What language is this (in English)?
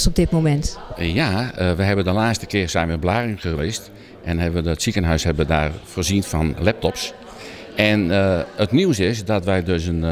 Dutch